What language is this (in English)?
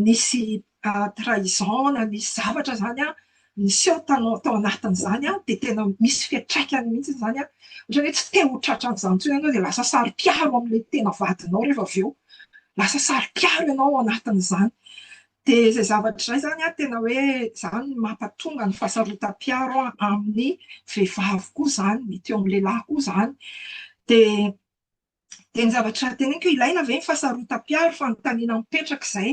Malagasy